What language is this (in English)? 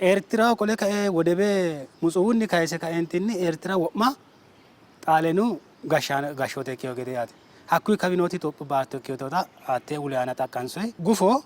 Sidamo